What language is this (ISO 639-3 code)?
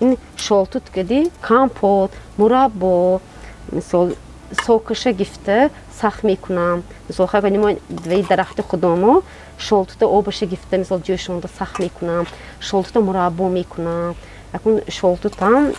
tgk